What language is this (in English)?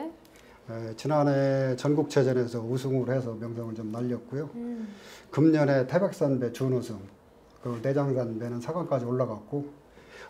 Korean